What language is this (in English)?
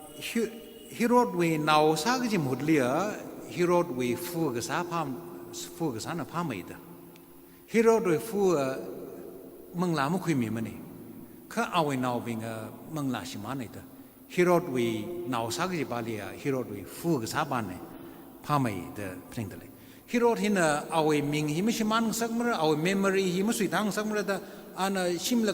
Tangkhul Naga (India)